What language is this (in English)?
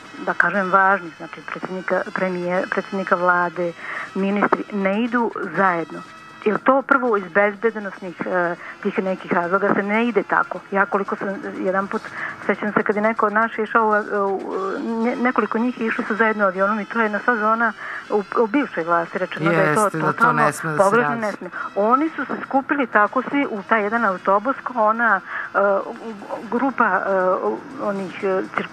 Serbian